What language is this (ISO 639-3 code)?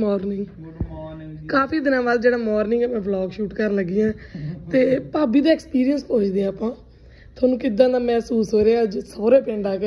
pan